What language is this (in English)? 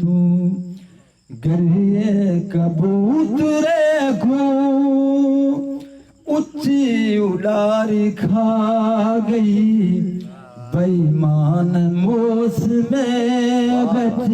Saraiki